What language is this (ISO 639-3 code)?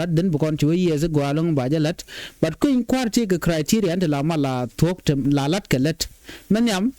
nus